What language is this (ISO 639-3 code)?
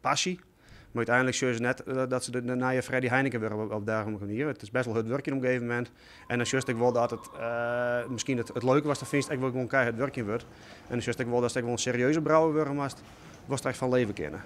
fry